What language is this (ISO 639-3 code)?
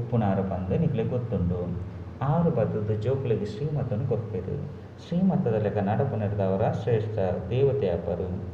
tcy